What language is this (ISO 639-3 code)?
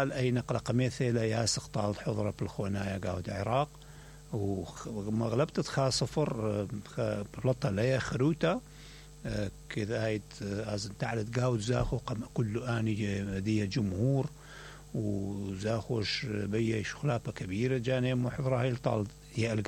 acm